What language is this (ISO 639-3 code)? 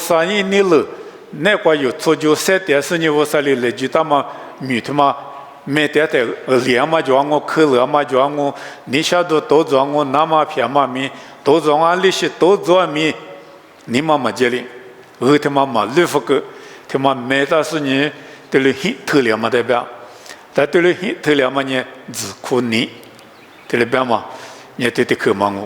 lis